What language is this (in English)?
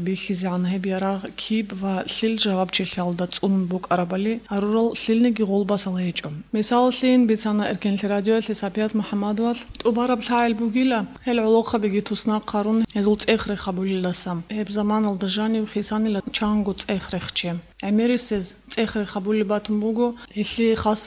Avaric